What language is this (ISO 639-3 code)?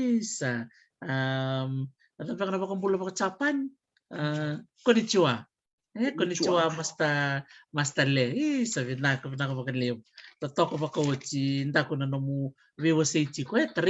fij